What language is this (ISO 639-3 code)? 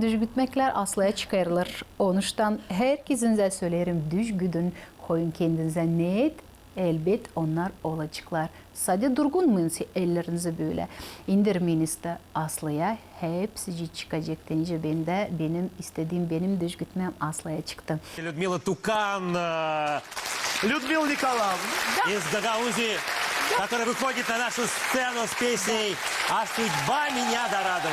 gag